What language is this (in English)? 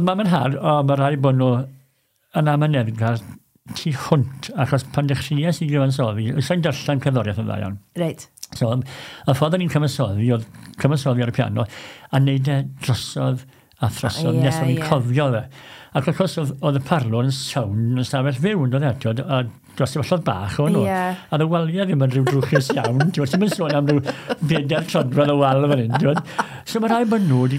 Welsh